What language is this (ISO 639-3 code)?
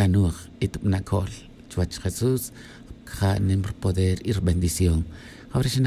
tzj